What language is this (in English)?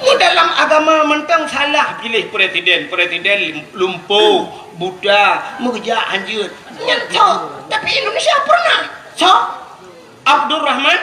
Achinese